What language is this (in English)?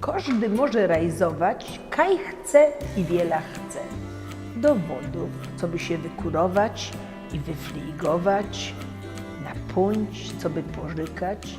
Silesian